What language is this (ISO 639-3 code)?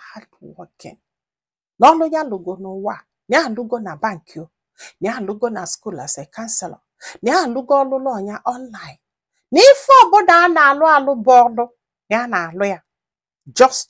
ibo